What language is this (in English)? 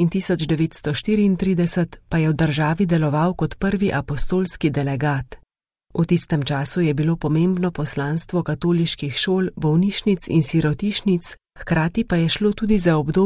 Slovenian